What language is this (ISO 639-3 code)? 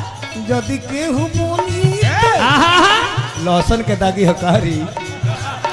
bho